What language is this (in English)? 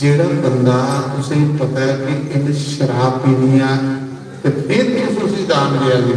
Dogri